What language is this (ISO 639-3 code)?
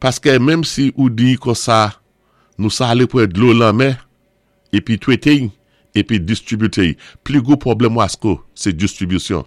acf